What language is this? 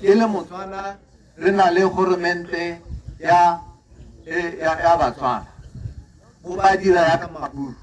Tswana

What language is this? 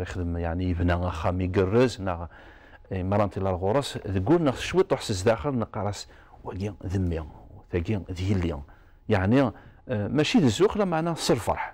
Kabyle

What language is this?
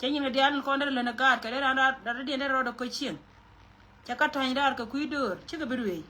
Nuer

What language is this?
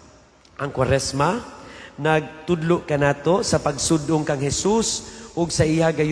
Cebuano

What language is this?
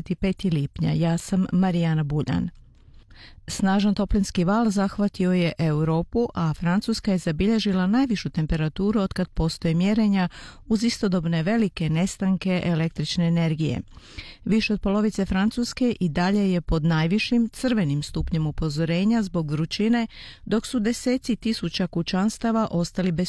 Croatian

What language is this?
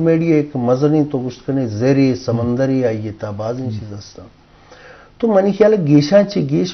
Eastern Balochi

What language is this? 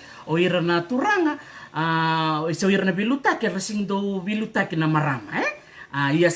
Fijian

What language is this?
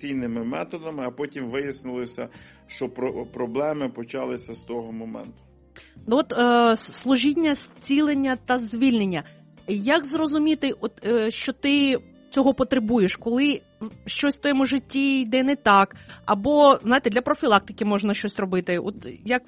Ukrainian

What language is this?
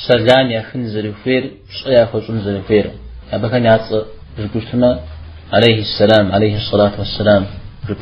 Kabardian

